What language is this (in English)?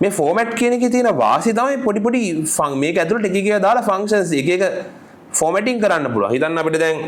Sinhala